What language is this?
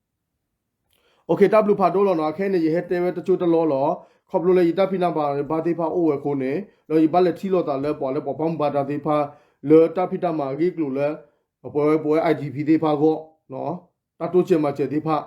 S'gaw Karen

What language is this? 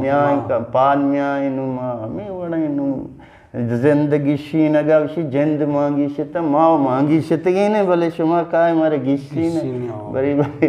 Eastern Balochi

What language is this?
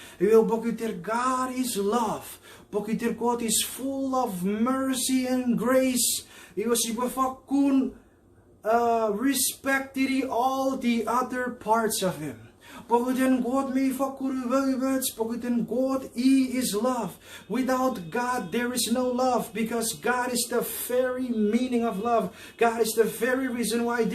Chuukese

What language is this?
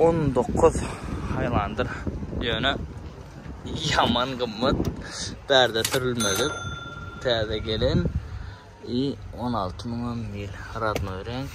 Turkmen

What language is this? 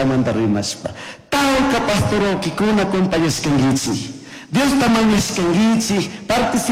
Chimborazo Highland Quichua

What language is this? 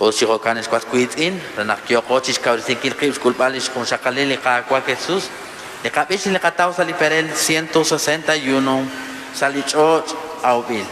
Kekchí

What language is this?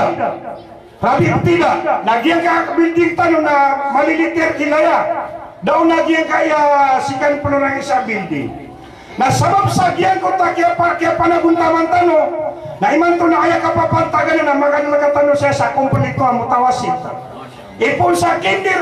Maranao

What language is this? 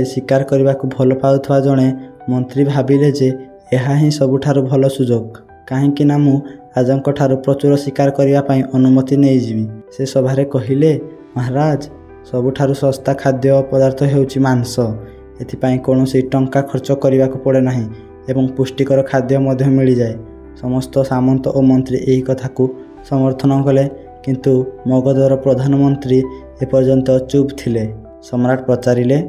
Odia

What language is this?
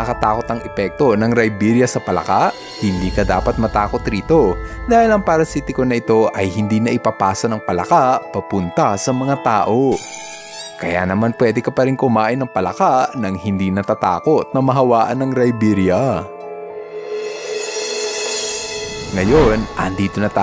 Filipino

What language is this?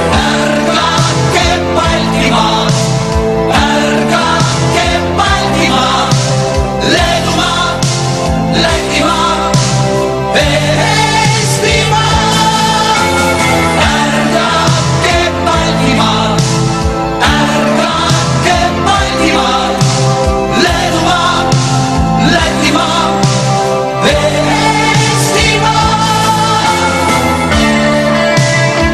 Estonian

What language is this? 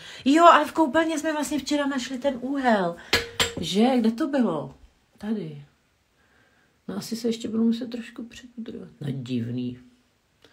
Czech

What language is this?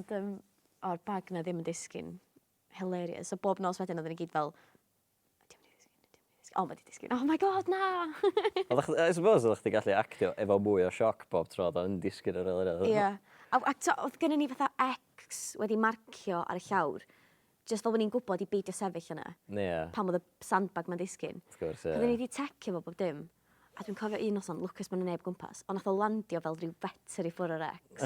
Welsh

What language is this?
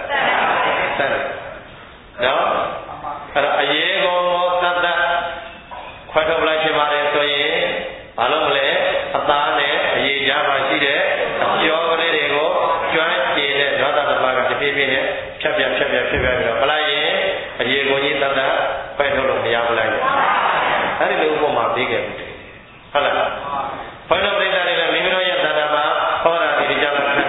Burmese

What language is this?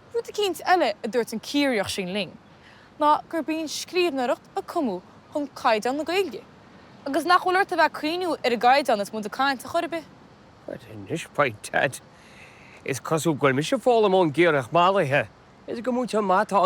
Irish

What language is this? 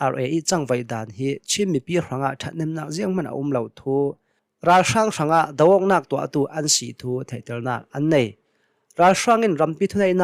Hakha Chin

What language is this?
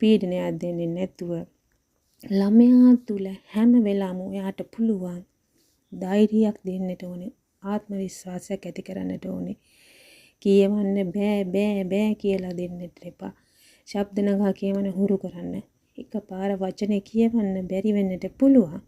Sinhala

